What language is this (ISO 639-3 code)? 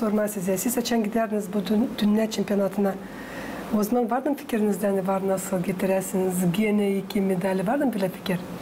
gag